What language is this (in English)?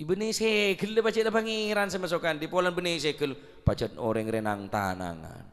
Madurese